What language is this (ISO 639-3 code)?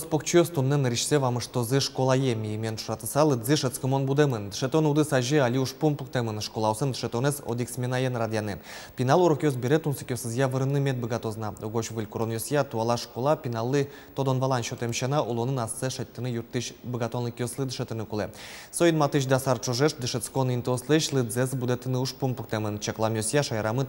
udm